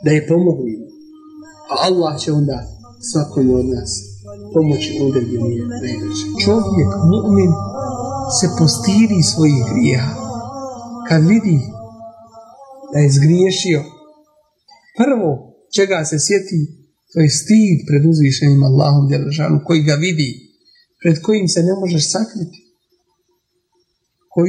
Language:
Bosnian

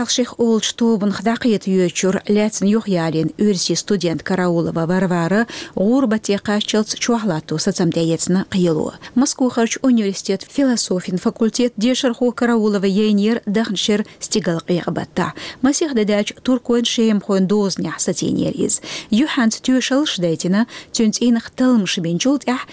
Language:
Chechen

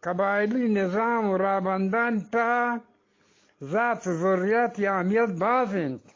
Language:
Eastern Balochi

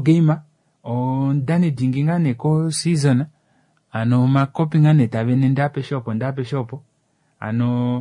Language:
Kuanyama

